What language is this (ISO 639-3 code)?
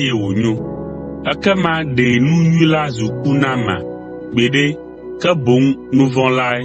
ewe